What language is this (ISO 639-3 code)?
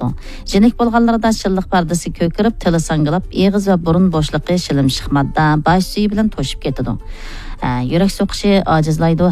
uig